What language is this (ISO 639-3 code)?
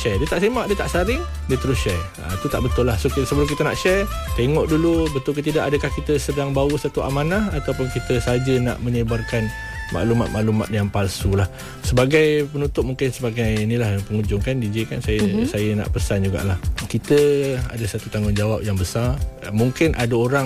msa